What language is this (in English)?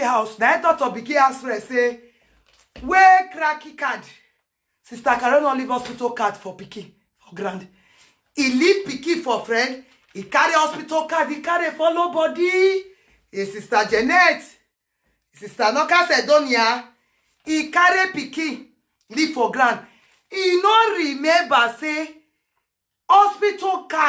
Nigerian Pidgin